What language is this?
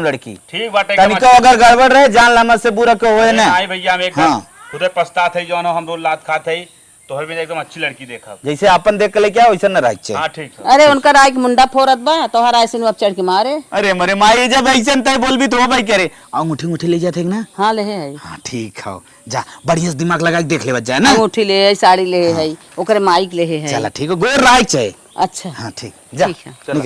Awadhi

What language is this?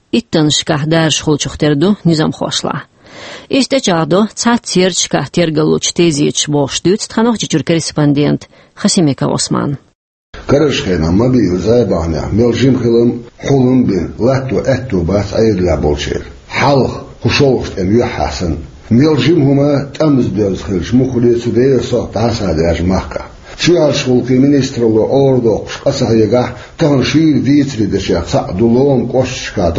Chechen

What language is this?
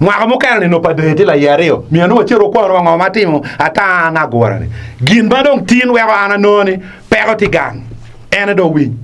Acoli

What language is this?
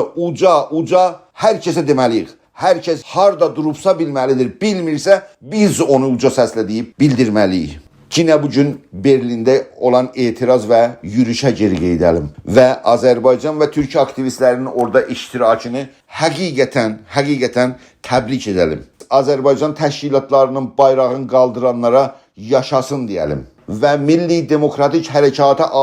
South Azerbaijani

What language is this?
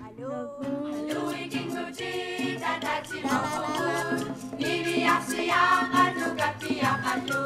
Kalaallisut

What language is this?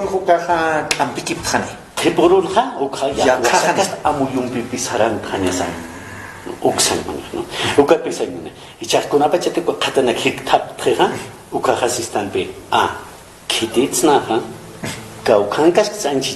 Aymara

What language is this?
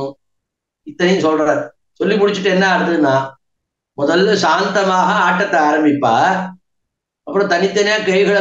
Tamil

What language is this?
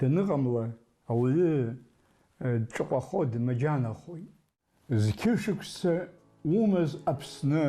Abkhazian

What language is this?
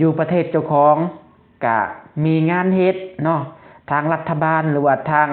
Lao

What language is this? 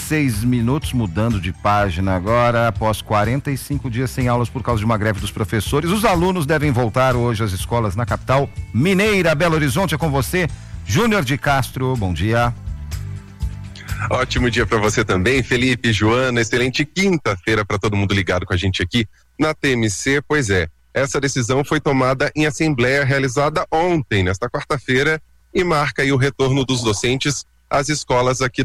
Portuguese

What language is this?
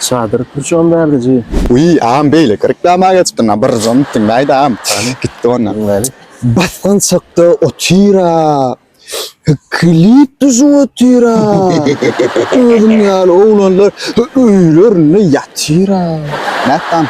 Turkmen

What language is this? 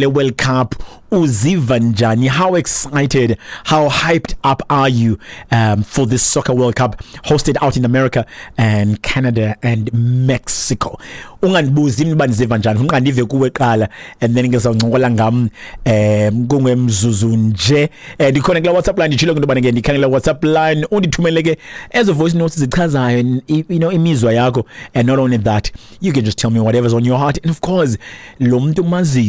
Xhosa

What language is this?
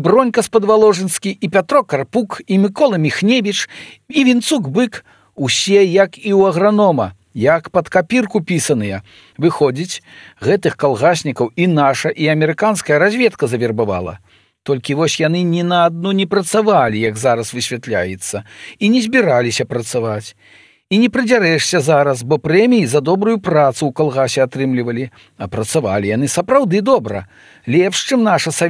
Belarusian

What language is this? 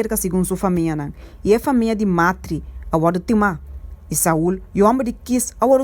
Papiamento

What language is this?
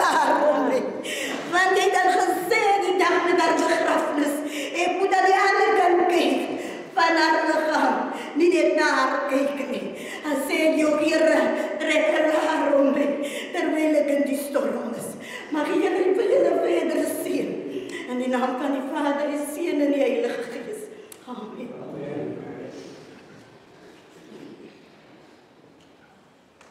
Afrikaans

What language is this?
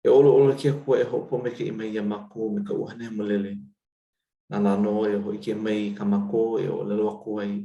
Hawaiian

